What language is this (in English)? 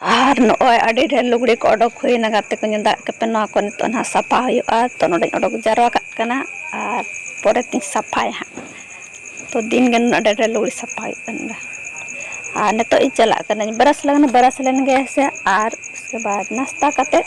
Santali